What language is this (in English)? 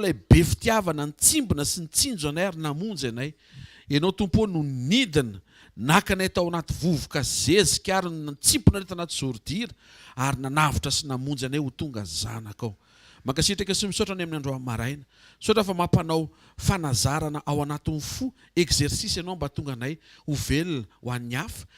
Malagasy